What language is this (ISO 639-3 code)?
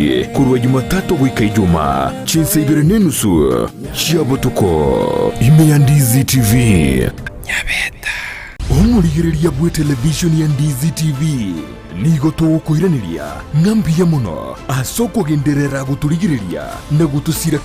guz